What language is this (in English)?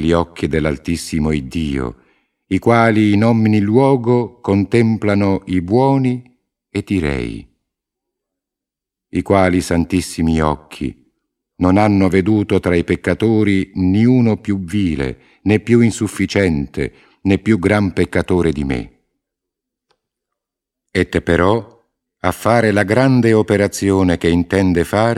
Italian